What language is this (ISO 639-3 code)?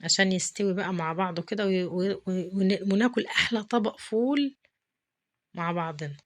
arz